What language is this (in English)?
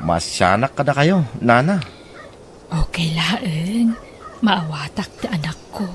Iloko